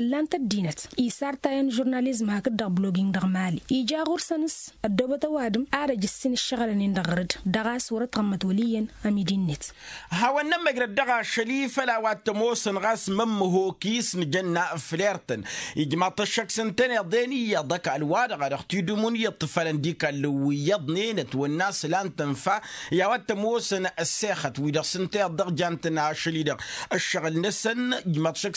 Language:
Tamasheq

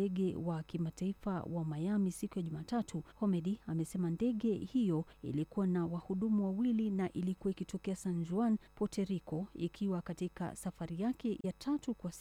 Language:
Swahili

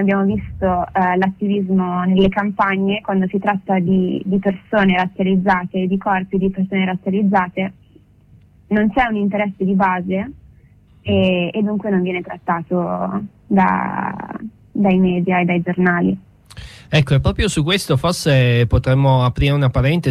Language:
Italian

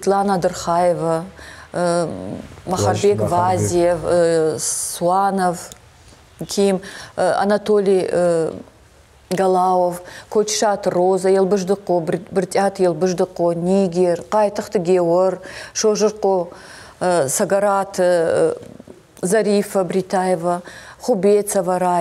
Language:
Ossetic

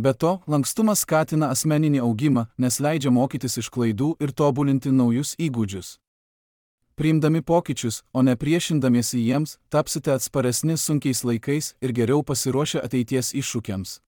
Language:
Lithuanian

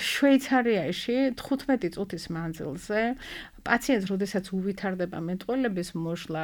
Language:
Georgian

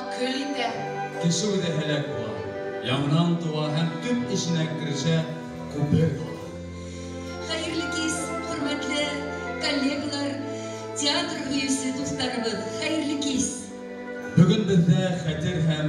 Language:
Bashkir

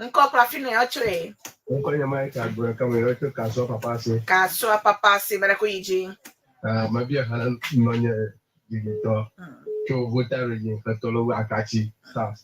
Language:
Ewe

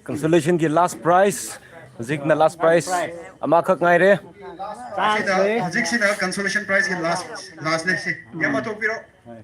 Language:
Manipuri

